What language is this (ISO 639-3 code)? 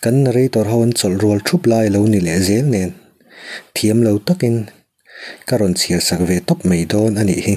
lus